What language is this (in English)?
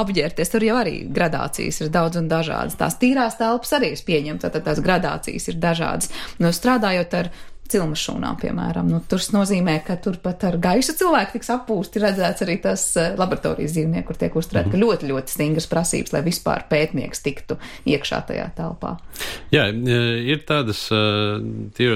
Latvian